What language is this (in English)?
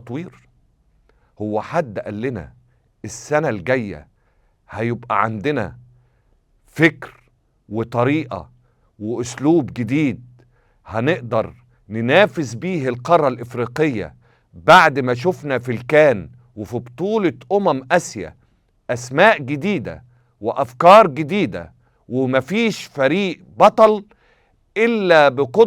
Egyptian Arabic